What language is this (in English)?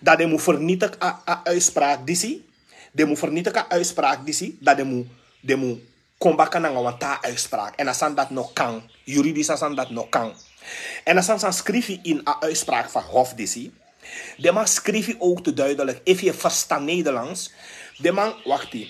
Sranan Tongo